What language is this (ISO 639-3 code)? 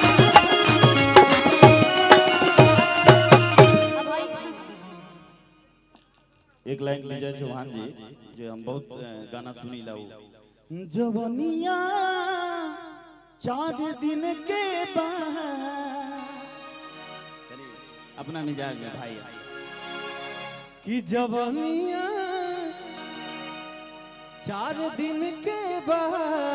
bho